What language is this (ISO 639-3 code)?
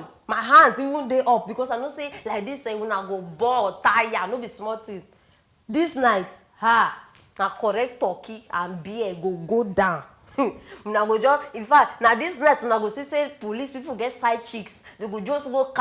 pcm